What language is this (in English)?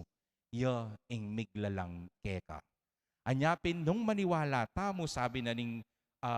Pampanga